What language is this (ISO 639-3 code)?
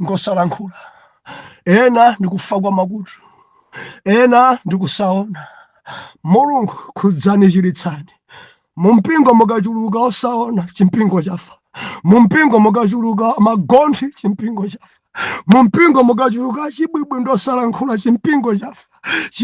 nya